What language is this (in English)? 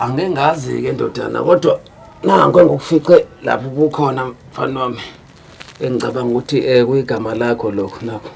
Zulu